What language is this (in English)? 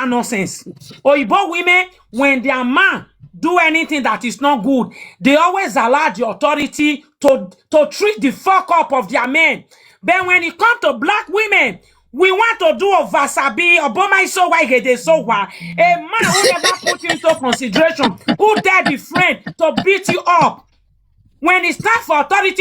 Nigerian Pidgin